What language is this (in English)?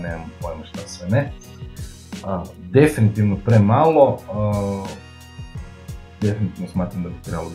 Croatian